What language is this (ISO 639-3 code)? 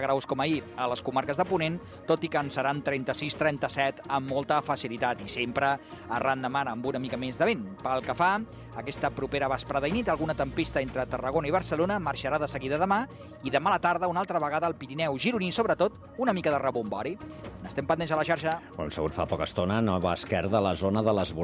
cat